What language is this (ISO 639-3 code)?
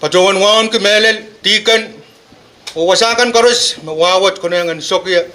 pon